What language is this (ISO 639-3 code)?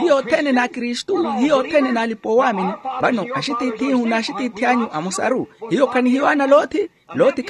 vmw